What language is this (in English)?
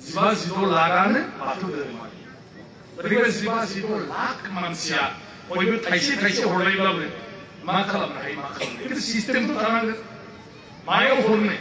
Bodo